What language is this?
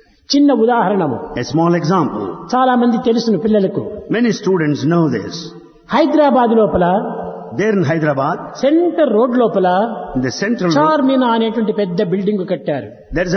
Telugu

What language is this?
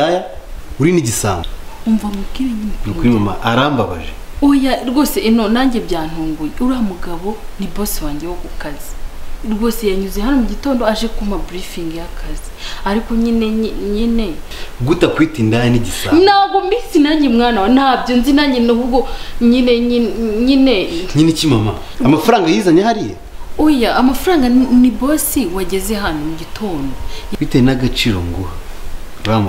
Kinyarwanda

